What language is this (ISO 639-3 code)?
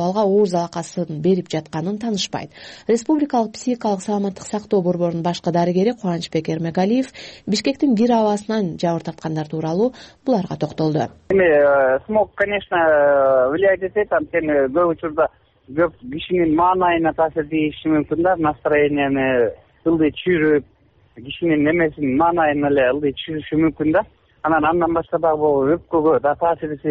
kir